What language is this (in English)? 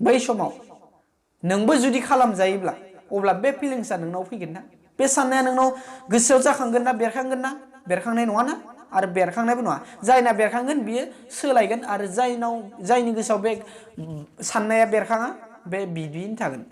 Bodo